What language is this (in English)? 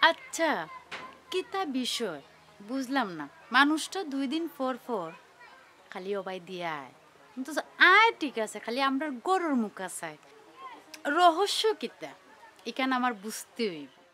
Sylheti